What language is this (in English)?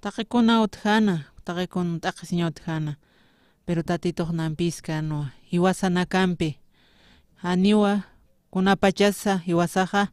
Aymara